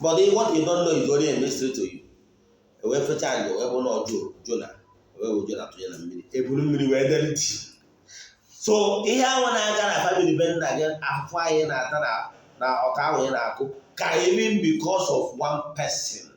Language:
Igbo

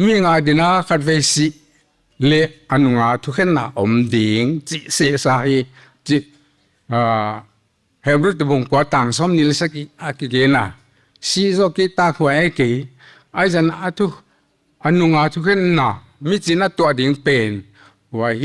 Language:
Paite Chin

